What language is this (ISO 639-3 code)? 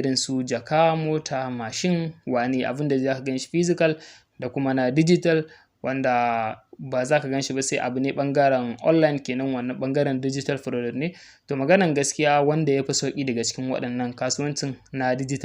hau